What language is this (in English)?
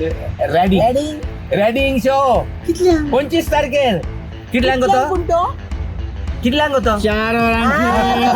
Konkani